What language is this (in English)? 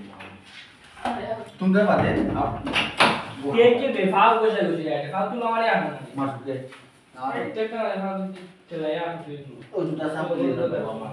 Sylheti